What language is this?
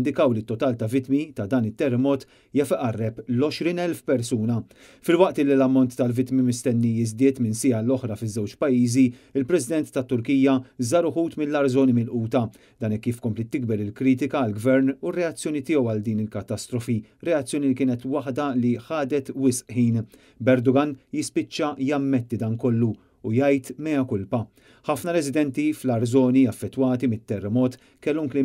Maltese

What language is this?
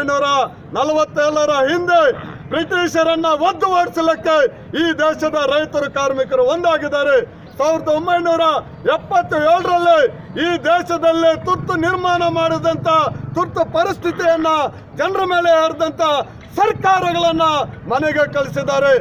Kannada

